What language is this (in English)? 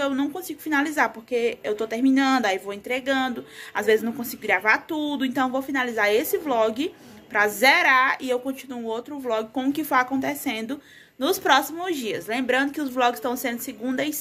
Portuguese